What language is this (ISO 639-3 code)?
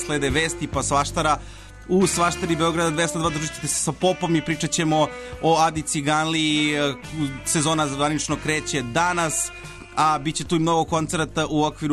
srp